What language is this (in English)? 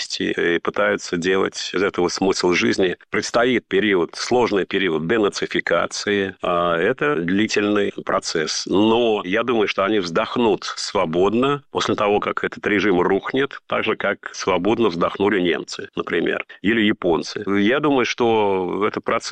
Russian